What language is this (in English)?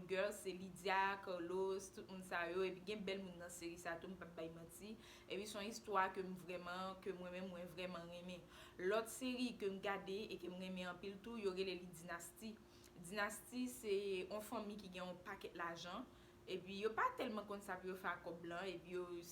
Haitian Creole